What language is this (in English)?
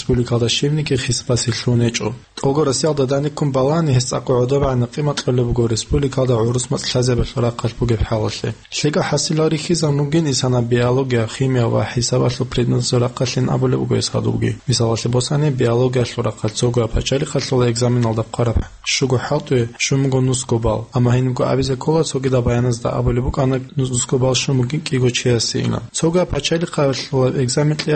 Avaric